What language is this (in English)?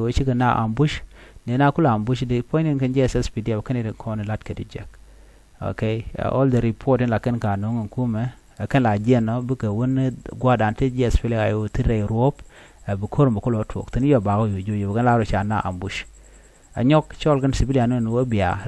Nuer